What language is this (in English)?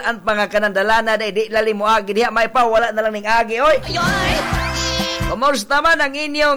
Cebuano